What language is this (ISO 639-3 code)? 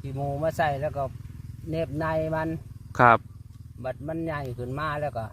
tts